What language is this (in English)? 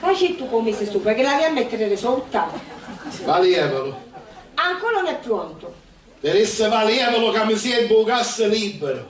Sicilian